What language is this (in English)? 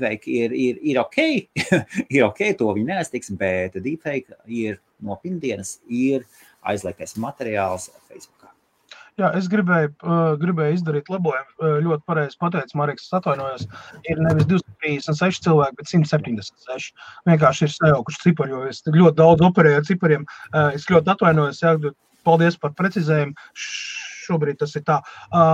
Latvian